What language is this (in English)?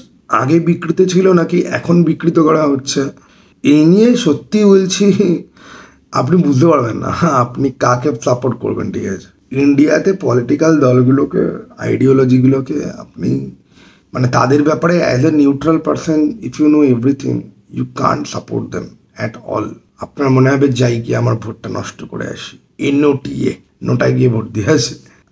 Bangla